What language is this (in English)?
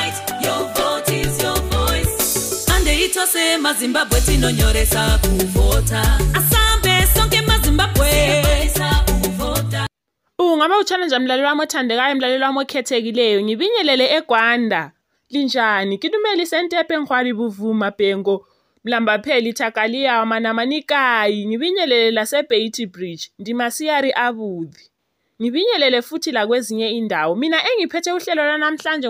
North Ndebele